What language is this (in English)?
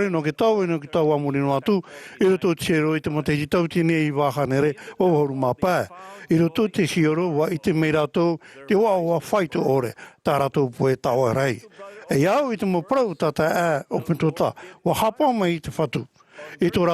Tahitian